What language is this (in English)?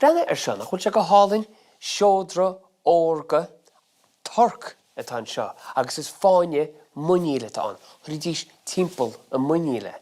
Irish